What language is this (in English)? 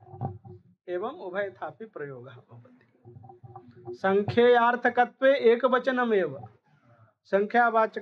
Sanskrit